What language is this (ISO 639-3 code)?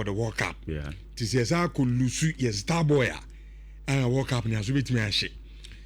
aka